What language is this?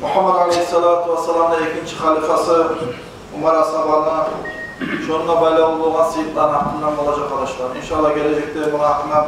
Kumyk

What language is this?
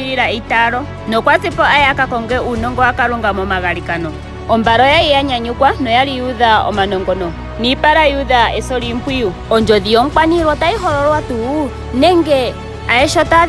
Ndonga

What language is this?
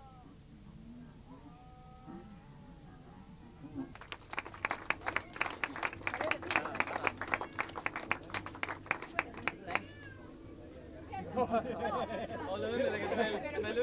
Estonian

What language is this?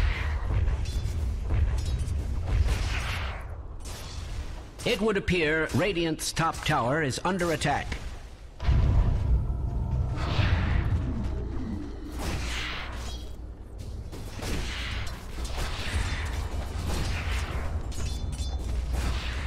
English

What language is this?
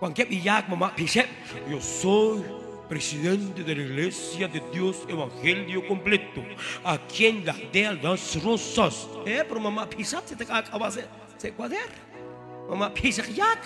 Kekchí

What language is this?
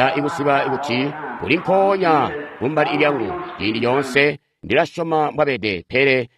Tonga (Zambia)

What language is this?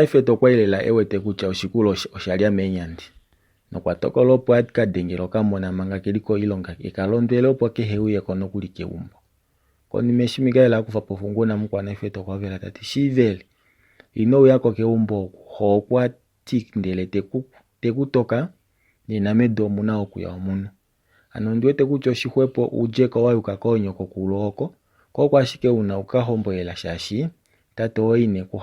Kuanyama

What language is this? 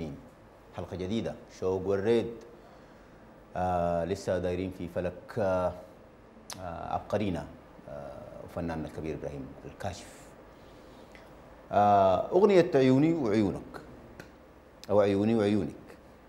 Sudanese Arabic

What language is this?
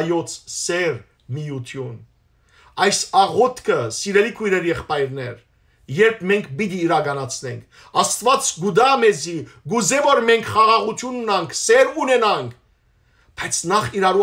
Western Armenian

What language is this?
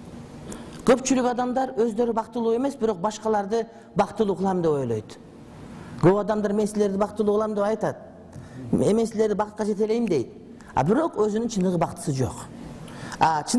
Kyrgyz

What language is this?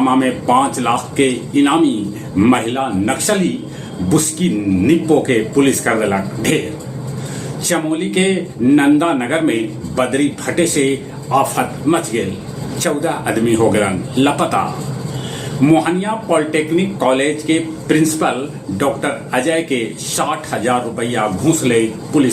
Magahi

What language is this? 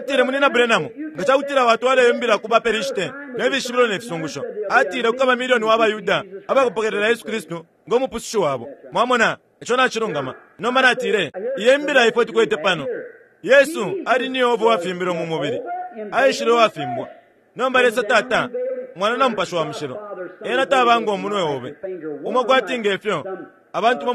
Bemba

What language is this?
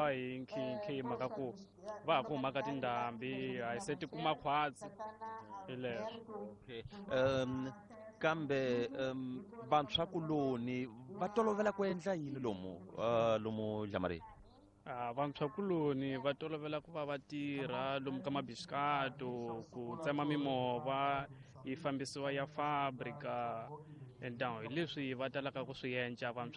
Tsonga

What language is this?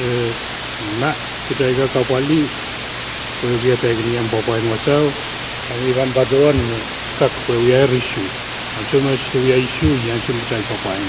Pohnpeian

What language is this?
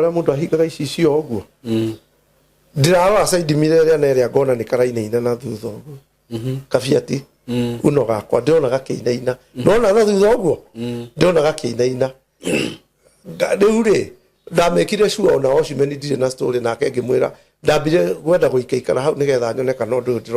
Kikuyu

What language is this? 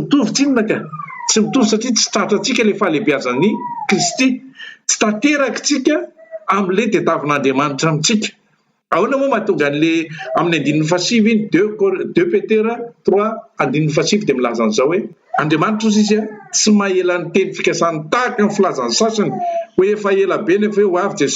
Malagasy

